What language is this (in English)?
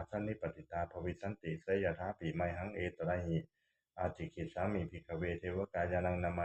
Pali